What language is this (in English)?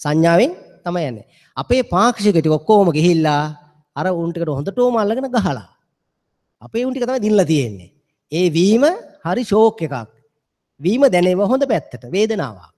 Sinhala